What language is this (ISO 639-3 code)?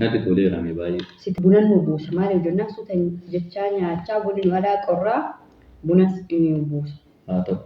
orm